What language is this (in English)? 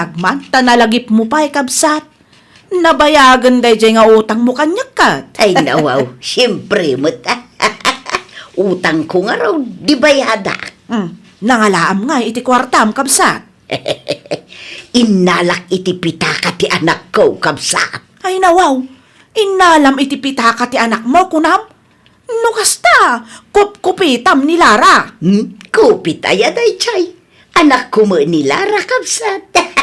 Iloko